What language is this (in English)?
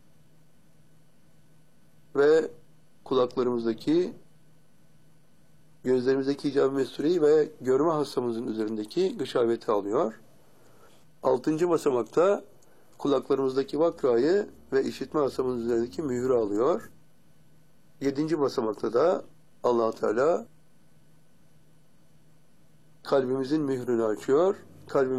Turkish